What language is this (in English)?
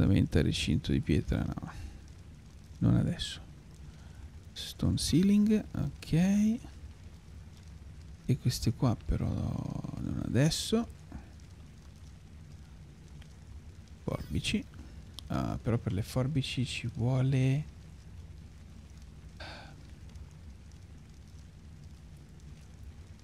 Italian